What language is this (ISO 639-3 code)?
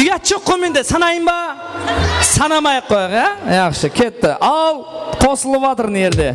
kaa